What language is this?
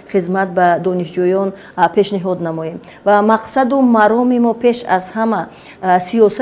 Tajik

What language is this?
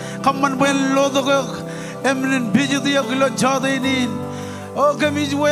Marshallese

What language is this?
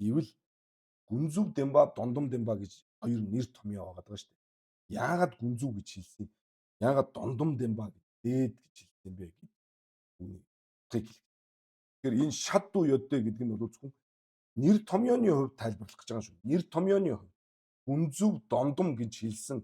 Mongolian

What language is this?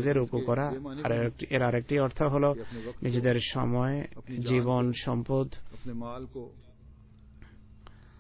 Bangla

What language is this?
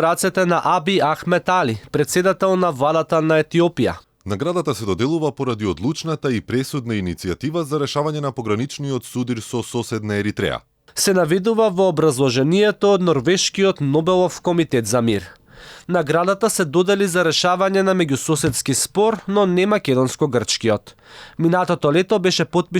Macedonian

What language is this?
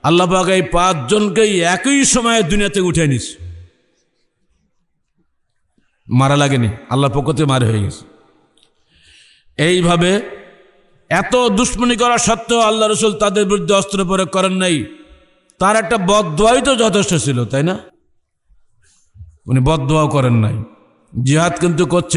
Bangla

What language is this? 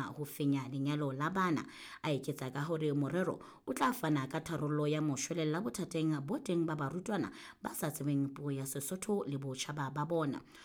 Southern Sotho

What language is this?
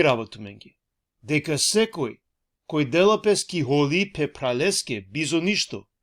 Balkan Romani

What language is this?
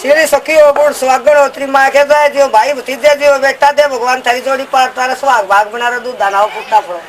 Haryanvi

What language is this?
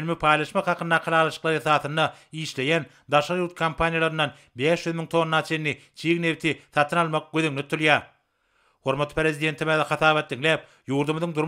Turkmen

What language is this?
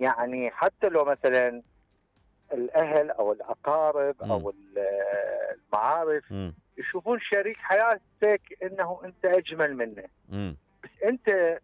Mesopotamian Arabic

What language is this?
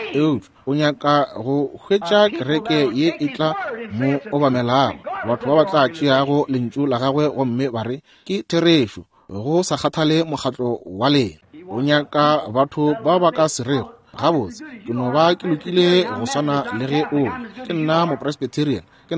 Northern Sotho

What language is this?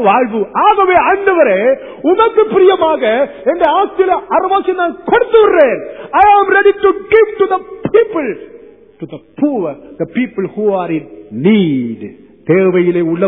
Tamil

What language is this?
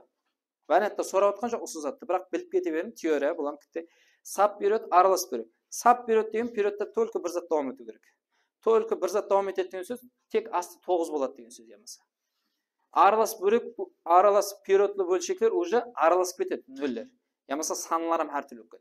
Kara-Kalpak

